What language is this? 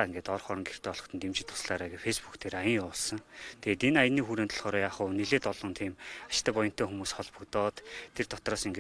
Mongolian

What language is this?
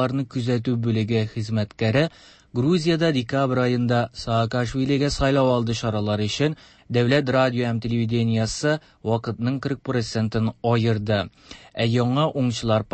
Tatar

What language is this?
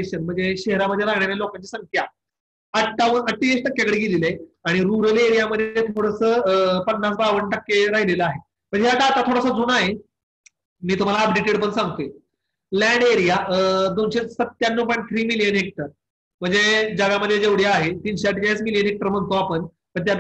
Marathi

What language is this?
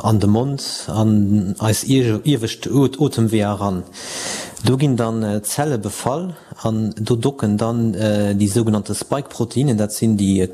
Luxembourgish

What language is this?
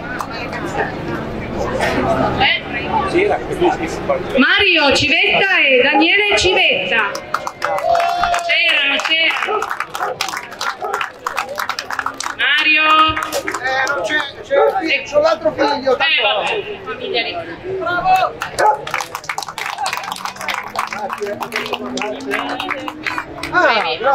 Italian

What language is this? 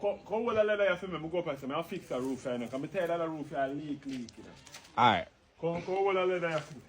Jamaican Creole English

